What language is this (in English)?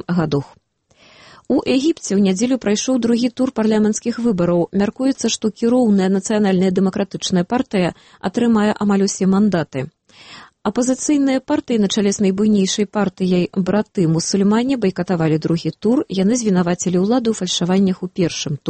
Belarusian